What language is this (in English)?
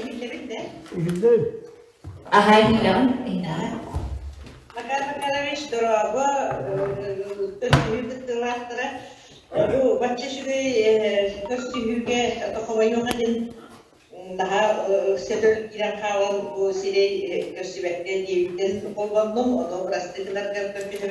Yakut